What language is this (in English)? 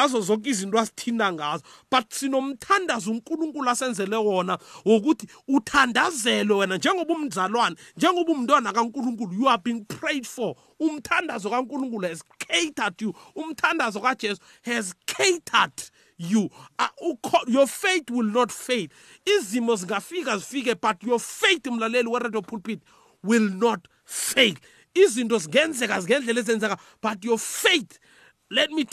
South Ndebele